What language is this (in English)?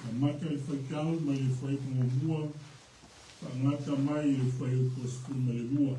Samoan